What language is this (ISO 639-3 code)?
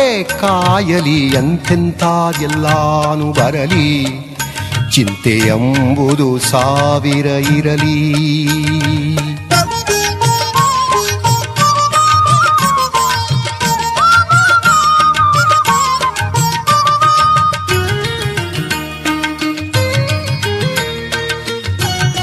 kan